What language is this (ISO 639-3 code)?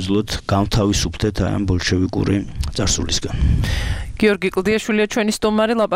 kat